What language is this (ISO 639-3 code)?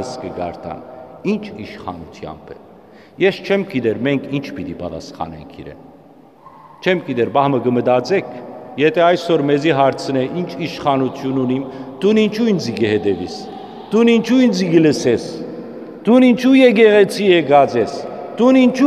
hyw